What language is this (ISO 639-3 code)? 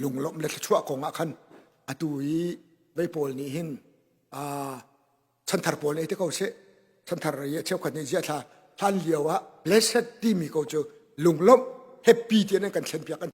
cnh